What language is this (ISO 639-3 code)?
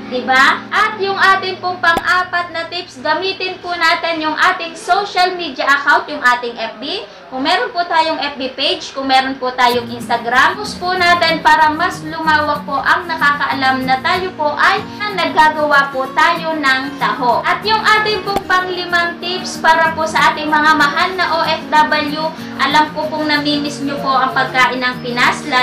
fil